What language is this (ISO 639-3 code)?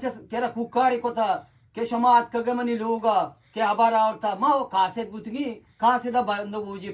bgp